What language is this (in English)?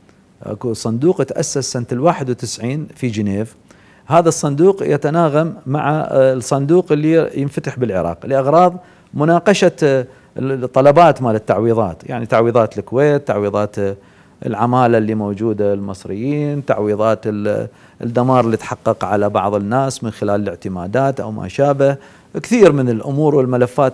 Mesopotamian Arabic